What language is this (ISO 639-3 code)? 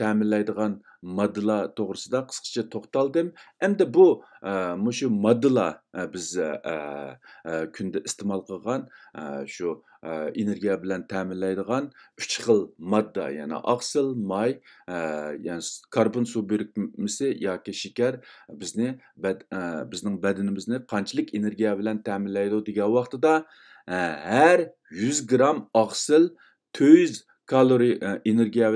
uig